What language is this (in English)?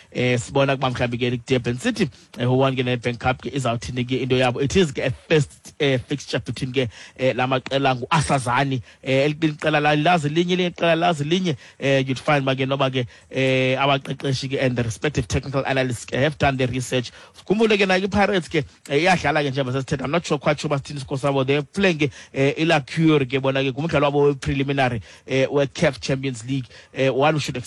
Xhosa